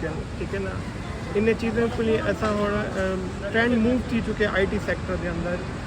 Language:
Saraiki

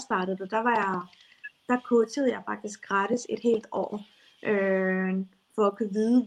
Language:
Danish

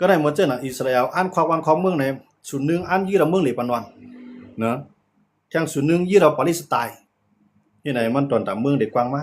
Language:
Shan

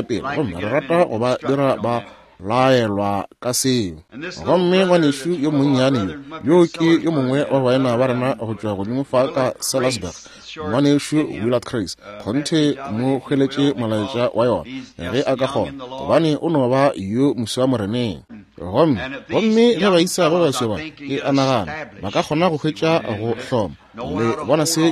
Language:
Northern Sotho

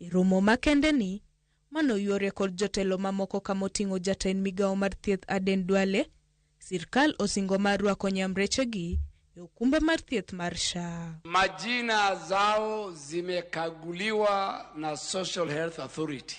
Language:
Luo (Kenya and Tanzania)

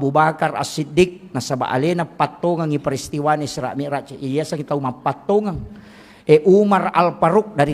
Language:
Buginese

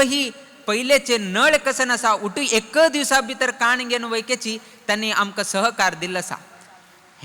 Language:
Konkani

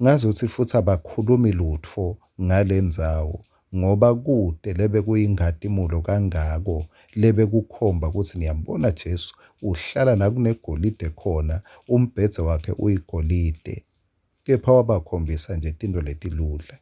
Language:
Swati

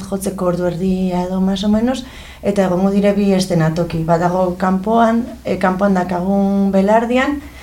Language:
Basque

